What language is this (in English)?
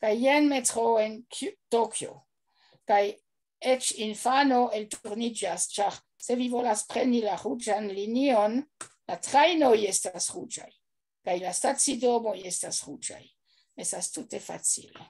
Esperanto